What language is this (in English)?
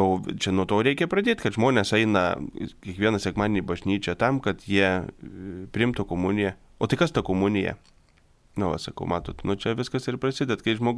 Lithuanian